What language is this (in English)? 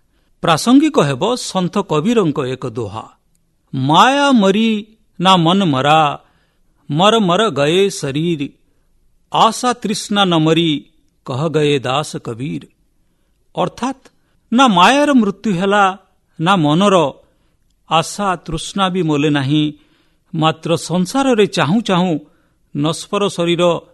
Odia